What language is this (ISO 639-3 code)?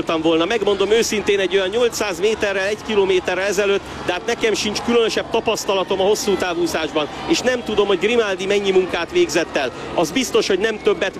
hun